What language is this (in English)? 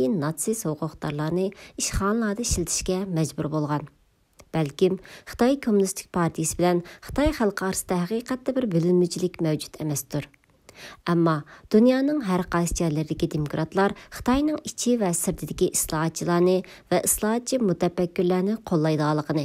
Uyghur